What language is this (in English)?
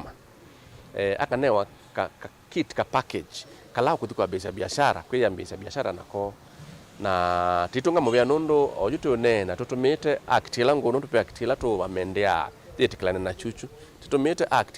Kamba